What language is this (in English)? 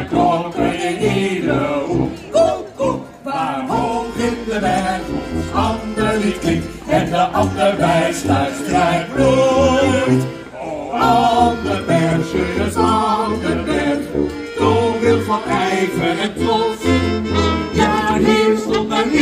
Dutch